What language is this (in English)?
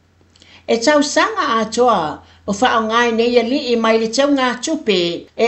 Samoan